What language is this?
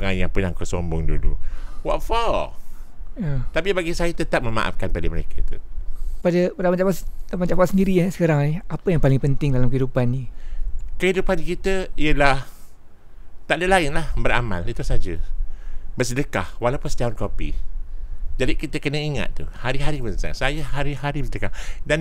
Malay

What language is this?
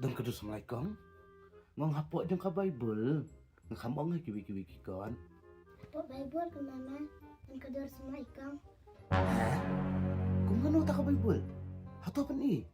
Khasi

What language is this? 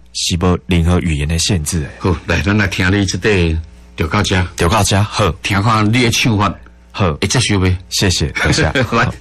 Min Nan Chinese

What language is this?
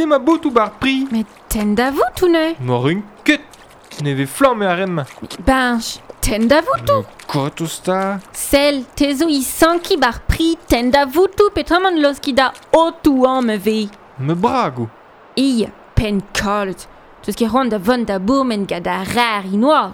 Breton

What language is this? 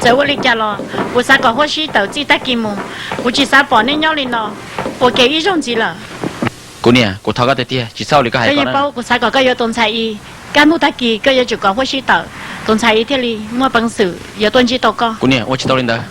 Hmong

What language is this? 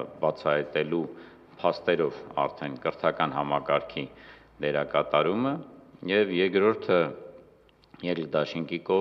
Armenian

